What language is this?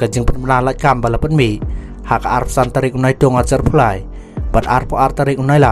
Khasi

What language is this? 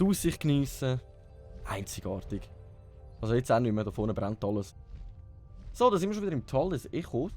Swiss German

